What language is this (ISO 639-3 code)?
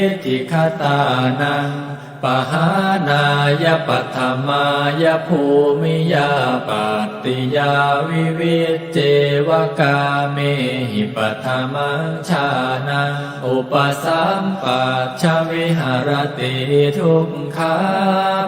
pli